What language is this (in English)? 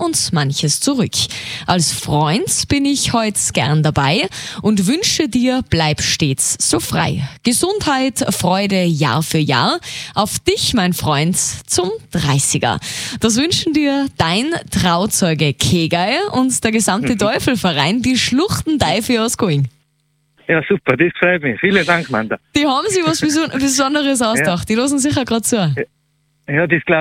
German